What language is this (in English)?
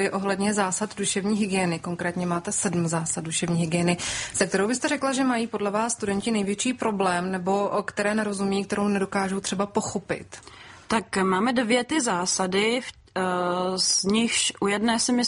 Czech